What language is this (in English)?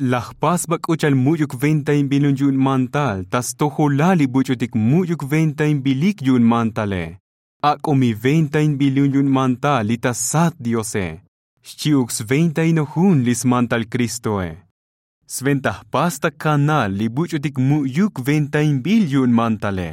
Tzotzil